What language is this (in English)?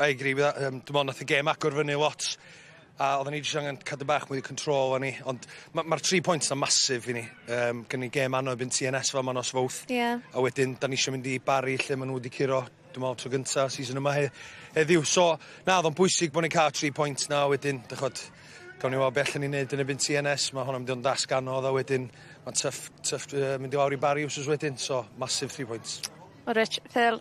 Welsh